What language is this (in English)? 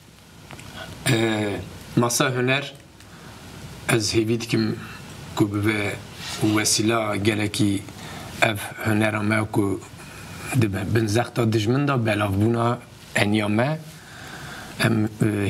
Kurdish